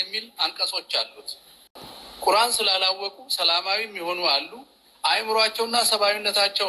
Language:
Amharic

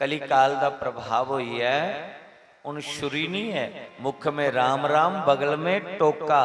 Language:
Dogri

